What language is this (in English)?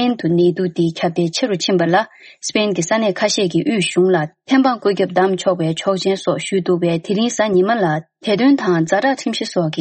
Tibetan